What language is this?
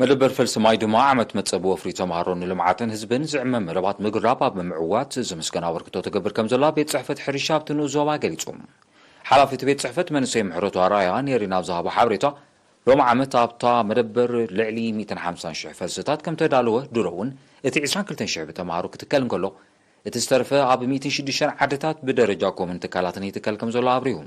Tigrinya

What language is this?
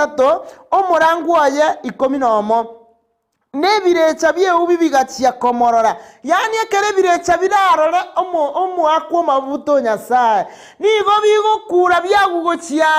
Gusii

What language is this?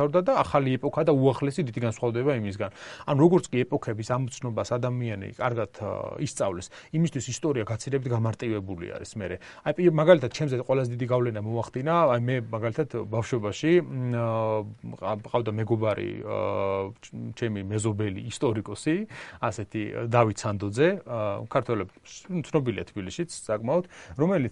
Georgian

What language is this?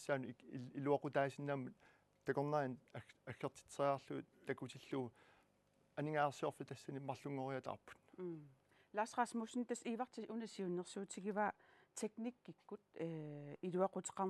Kalaallisut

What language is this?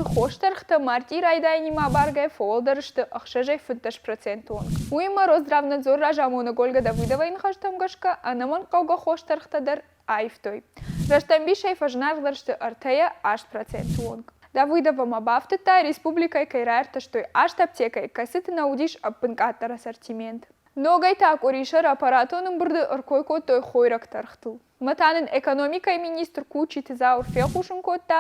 Ossetic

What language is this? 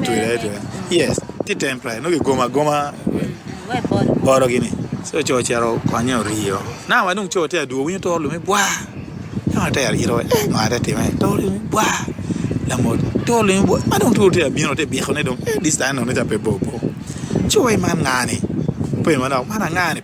Acoli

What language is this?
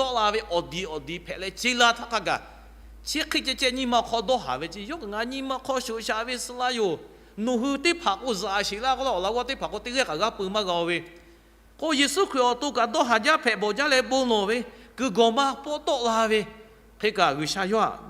Lahu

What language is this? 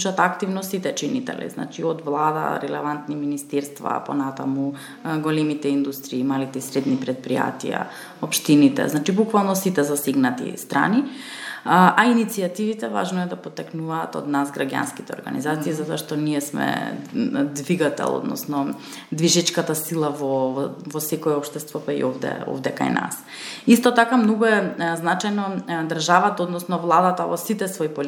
Macedonian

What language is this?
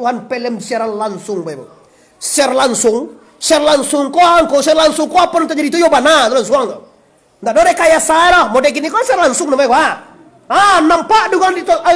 Minangkabau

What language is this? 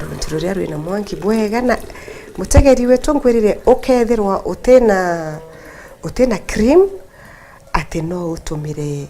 Meru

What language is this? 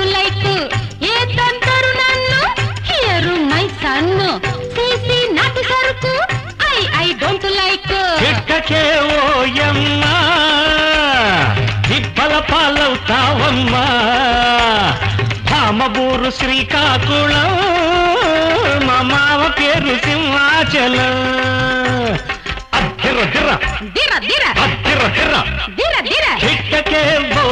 Telugu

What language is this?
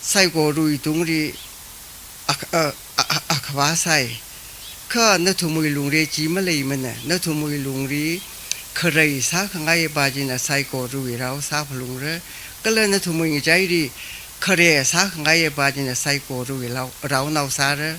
Tangkhul Naga (India)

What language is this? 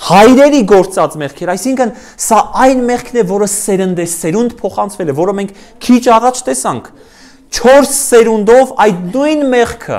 Armenian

